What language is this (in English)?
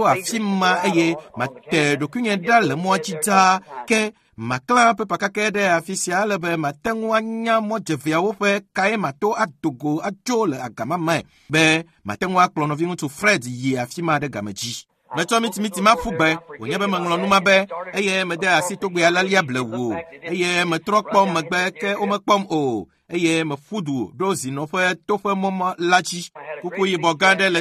Ewe